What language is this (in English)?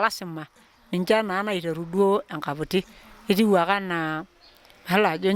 Masai